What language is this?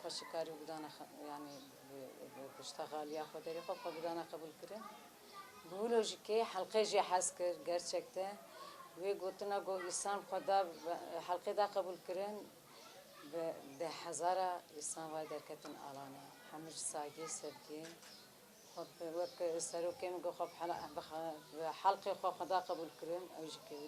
Kurdish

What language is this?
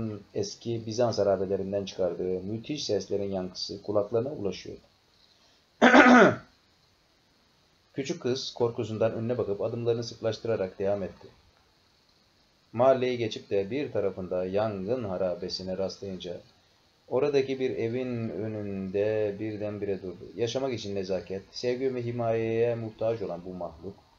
Turkish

